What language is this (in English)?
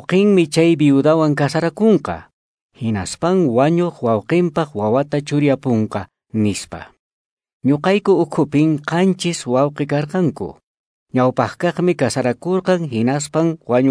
Quechua